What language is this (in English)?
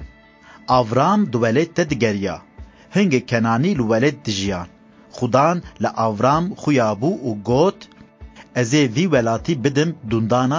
Kurdish